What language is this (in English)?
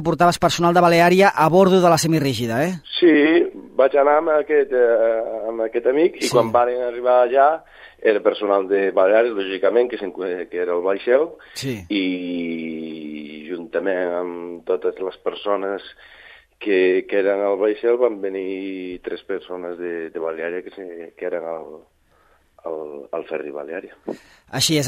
Catalan